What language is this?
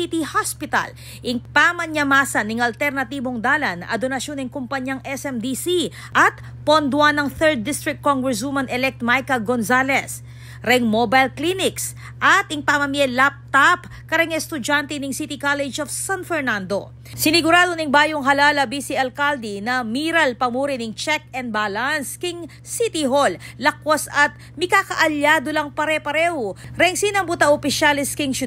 Pampanga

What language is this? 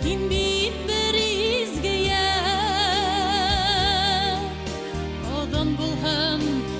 Bashkir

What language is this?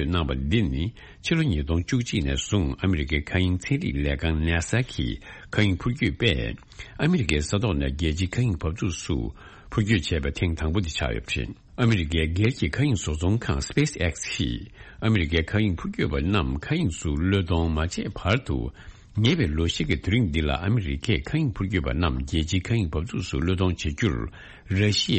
Tibetan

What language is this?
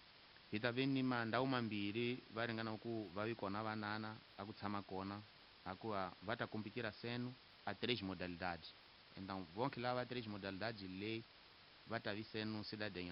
Tsonga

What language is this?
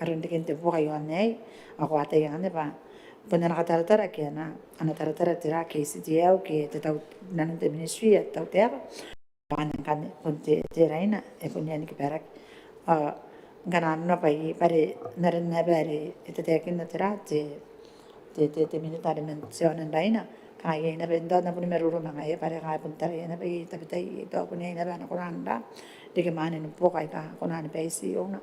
Gilbertese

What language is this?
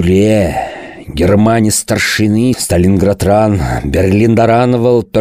Chuvash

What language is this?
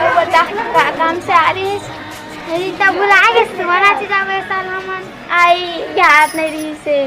Chhattisgarhi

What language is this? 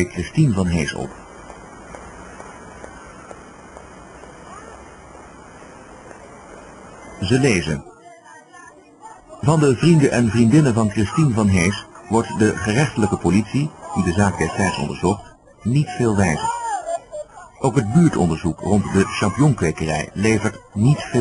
Dutch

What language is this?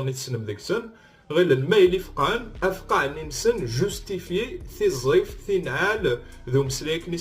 Kabyle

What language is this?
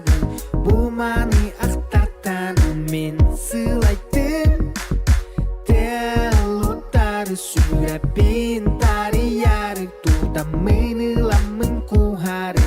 Yakut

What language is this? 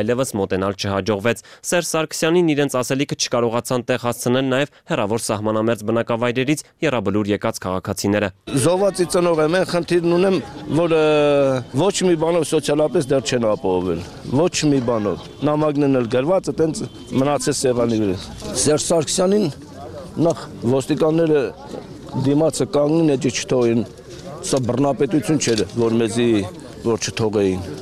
Armenian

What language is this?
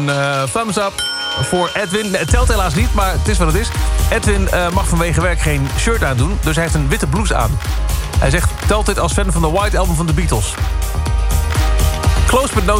Dutch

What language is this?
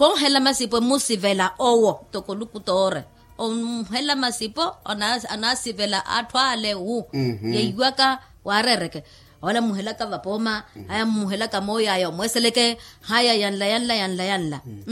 Makhuwa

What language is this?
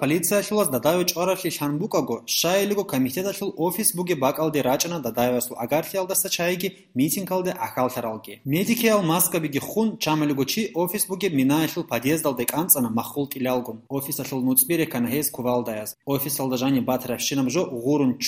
Avaric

